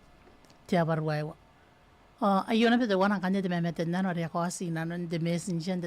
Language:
Gilbertese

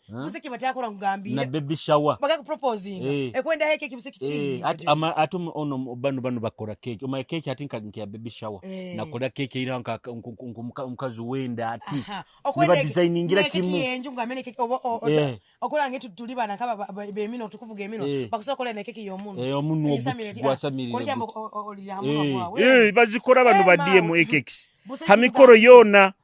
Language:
Nyoro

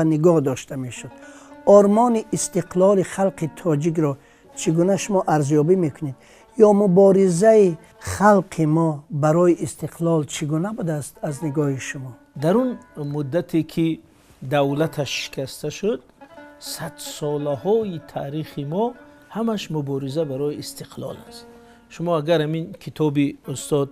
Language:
Tajik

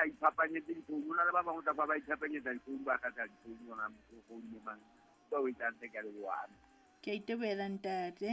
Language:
Southern Sotho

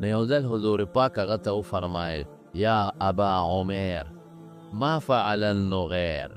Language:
Pashto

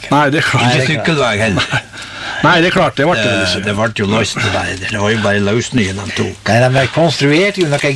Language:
Norwegian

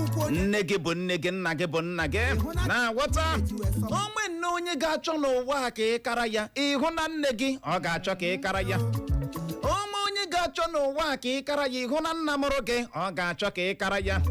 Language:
Igbo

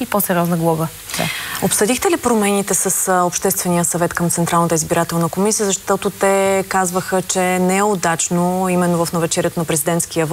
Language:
Bulgarian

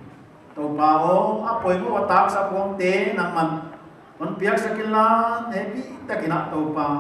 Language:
Paite Chin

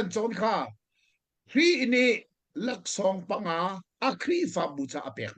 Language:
Hakha Chin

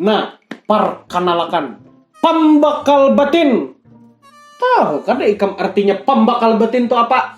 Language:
Banjar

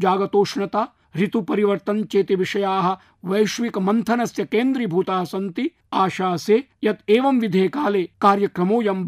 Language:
Sanskrit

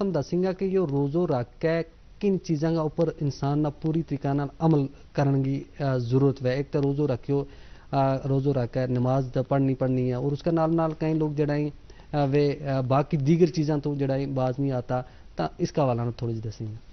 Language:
Gujari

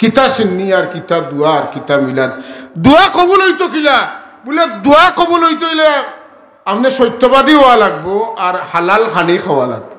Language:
Sylheti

